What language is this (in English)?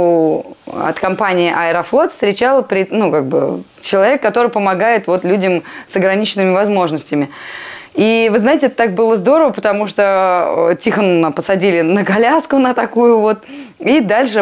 Russian